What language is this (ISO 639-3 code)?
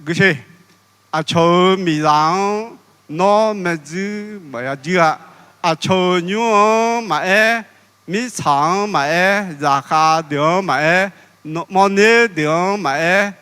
ahk